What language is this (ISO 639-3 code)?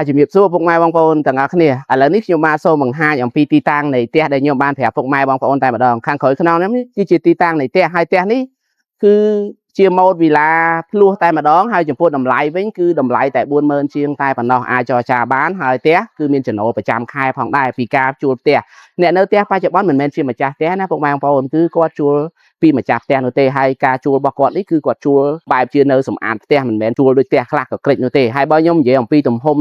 khm